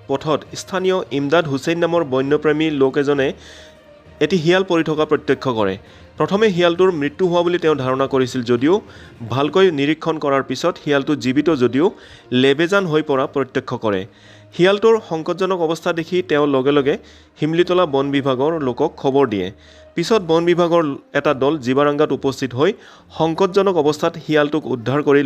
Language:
Assamese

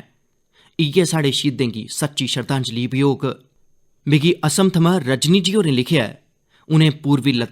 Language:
Dogri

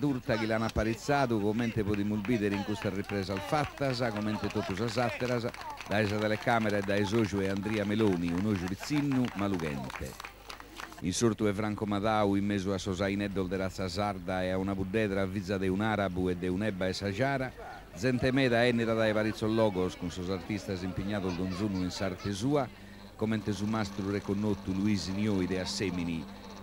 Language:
Sardinian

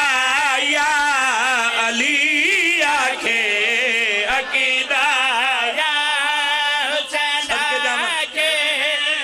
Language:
Pahari-Potwari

